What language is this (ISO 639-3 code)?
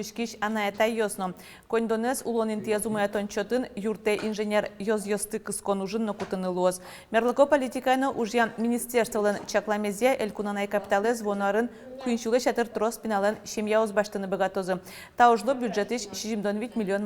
udm